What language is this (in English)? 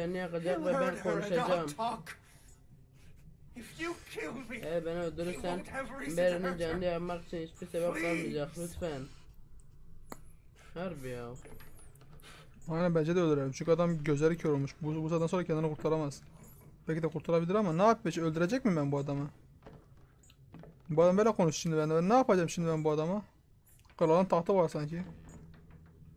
Turkish